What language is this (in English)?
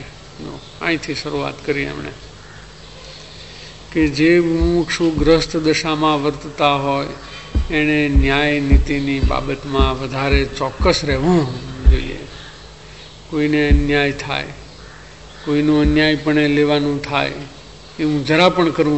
Gujarati